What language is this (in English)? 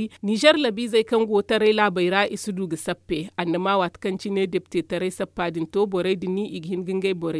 Zarma